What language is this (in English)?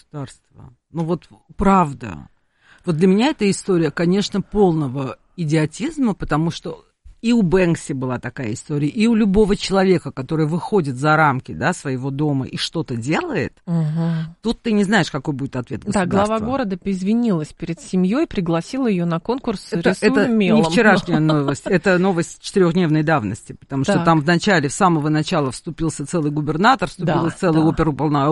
Russian